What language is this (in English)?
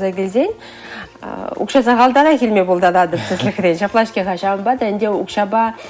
Chuvash